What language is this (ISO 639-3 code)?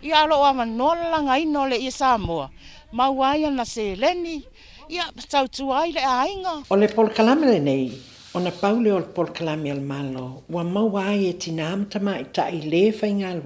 smo